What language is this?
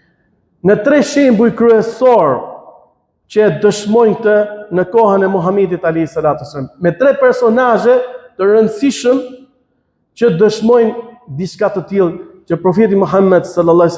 Albanian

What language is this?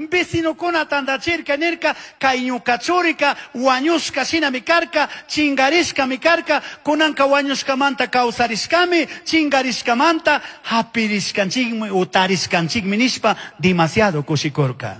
Chimborazo Highland Quichua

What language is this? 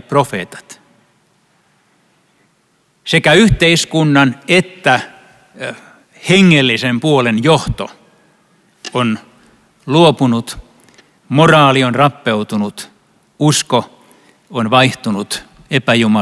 Finnish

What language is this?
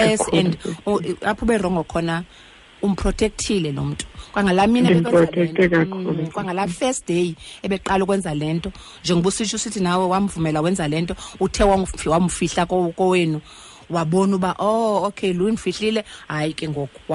Xhosa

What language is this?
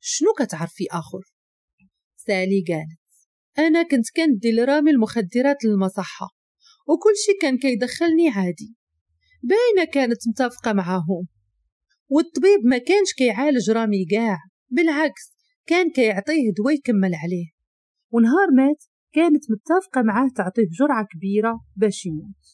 Moroccan Arabic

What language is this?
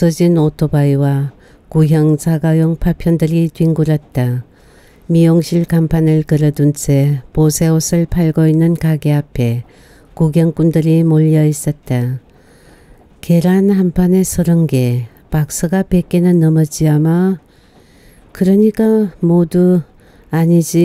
Korean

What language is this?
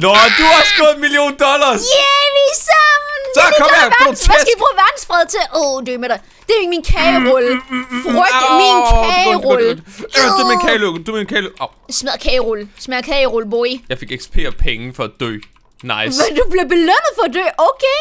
Danish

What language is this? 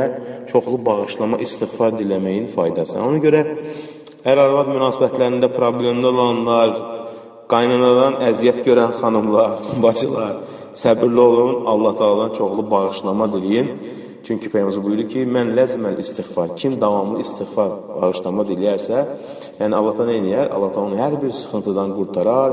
Azerbaijani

